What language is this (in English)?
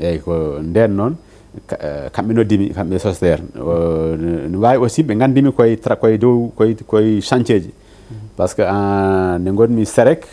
Fula